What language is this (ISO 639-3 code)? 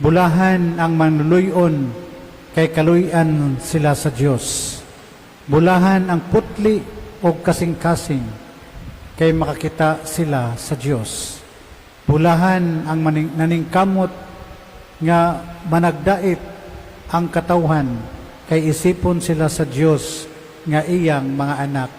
ceb